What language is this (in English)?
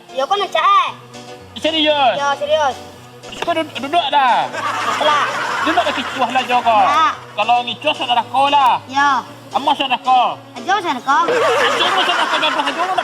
Minangkabau